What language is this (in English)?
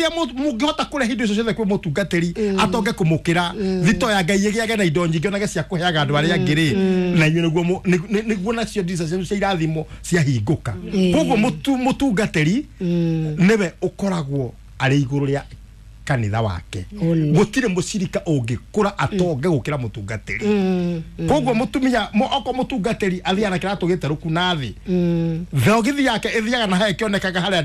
Kikuyu